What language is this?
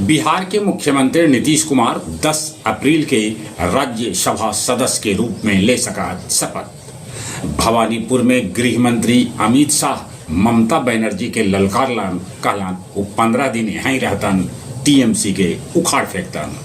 Magahi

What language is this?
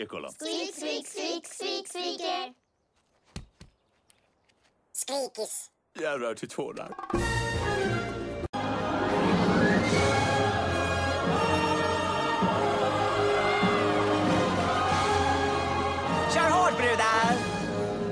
Swedish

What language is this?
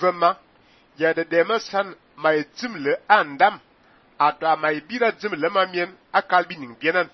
Fang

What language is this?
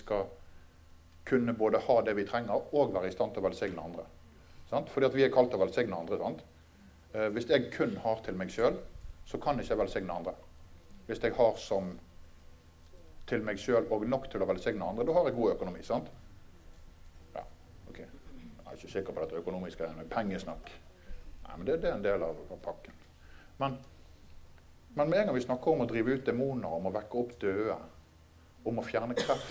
Norwegian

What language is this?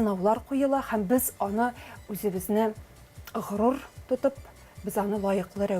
Tatar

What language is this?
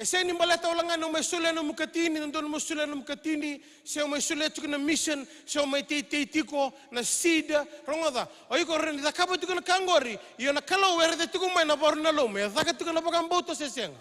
Fijian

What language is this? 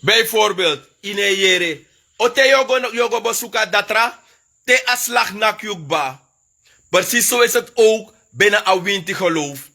Sranan Tongo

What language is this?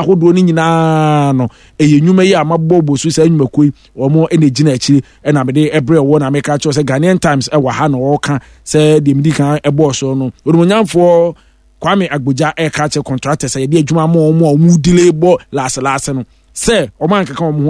Akan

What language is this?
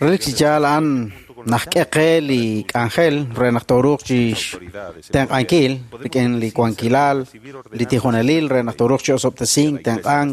Kekchí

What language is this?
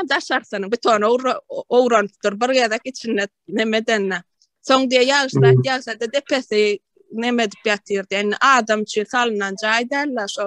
Turkmen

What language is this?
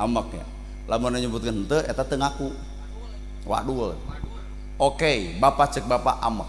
Sundanese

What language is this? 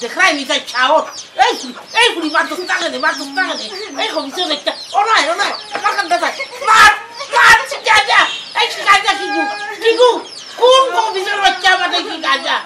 Sylheti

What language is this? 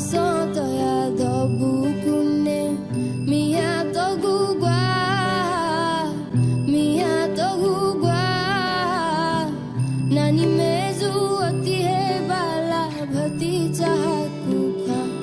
Newari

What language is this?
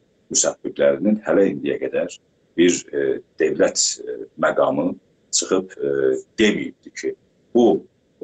South Azerbaijani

